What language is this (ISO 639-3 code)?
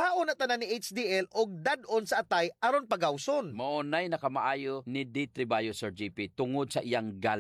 ceb